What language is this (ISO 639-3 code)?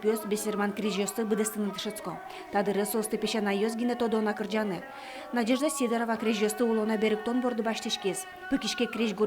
udm